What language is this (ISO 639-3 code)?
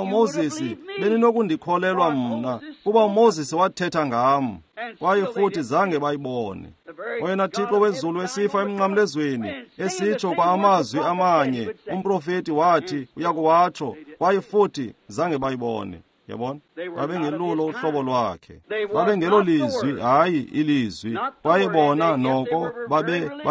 xho